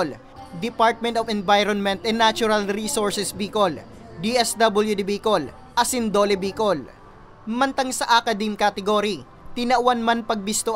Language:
Bikol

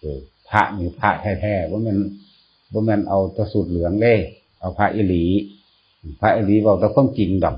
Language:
Northeastern Thai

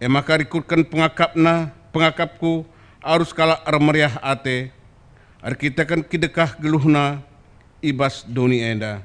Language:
Batak Karo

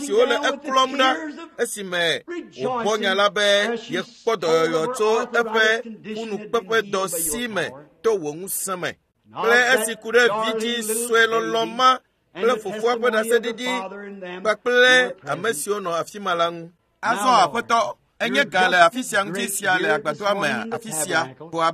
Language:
Ewe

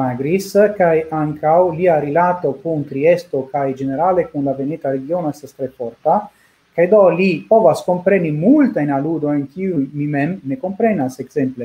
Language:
Esperanto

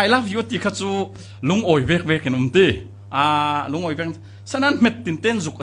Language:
Falam Chin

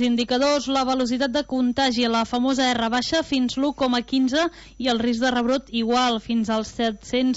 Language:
Catalan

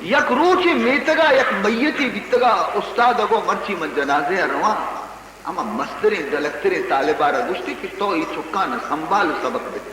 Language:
Baluchi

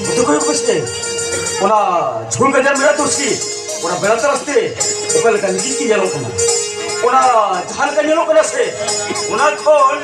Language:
Santali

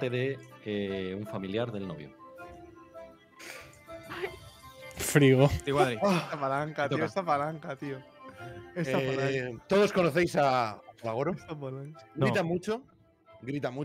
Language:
Spanish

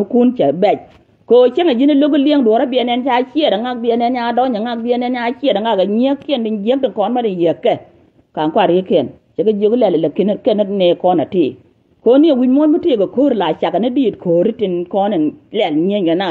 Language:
Nuer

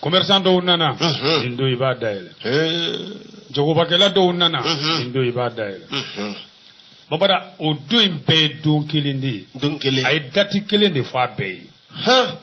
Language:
Bambara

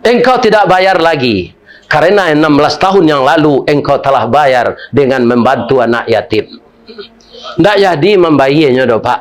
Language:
Minangkabau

